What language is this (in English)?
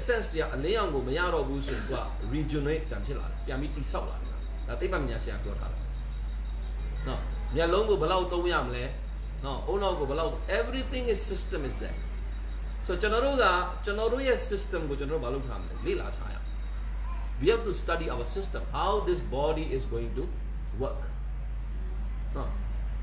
Burmese